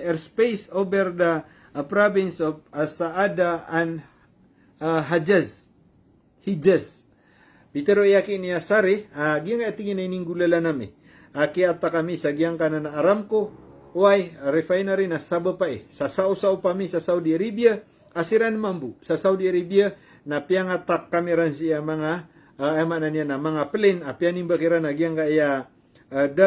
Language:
Maranao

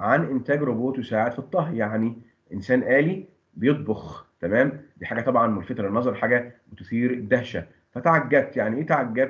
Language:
Egyptian Arabic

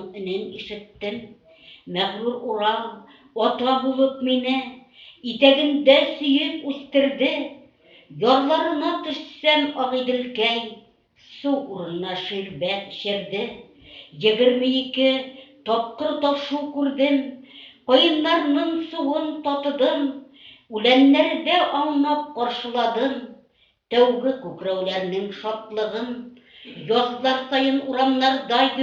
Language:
Bashkir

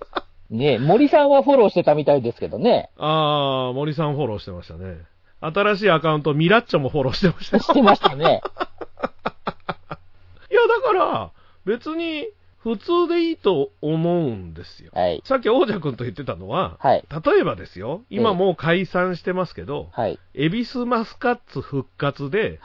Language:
Japanese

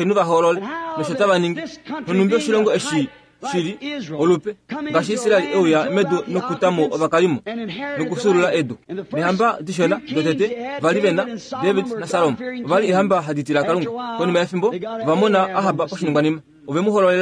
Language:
Kuanyama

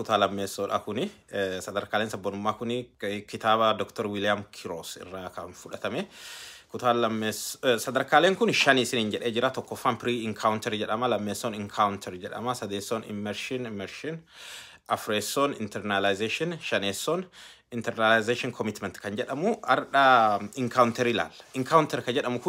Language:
Oromo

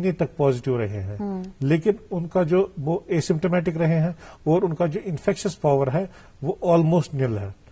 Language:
Urdu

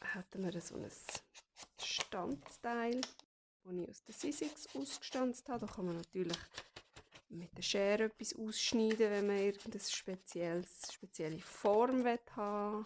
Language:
Swiss German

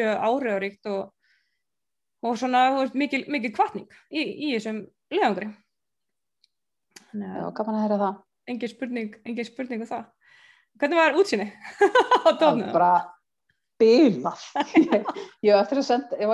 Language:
Icelandic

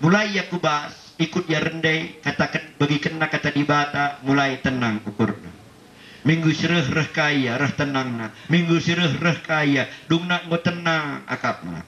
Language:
Batak Karo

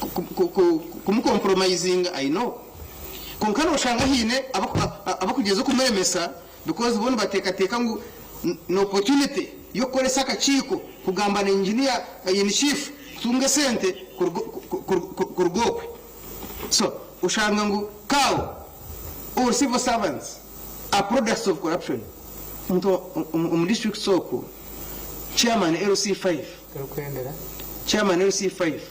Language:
Nyankole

